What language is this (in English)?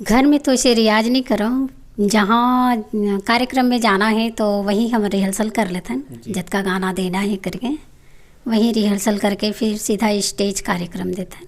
Chhattisgarhi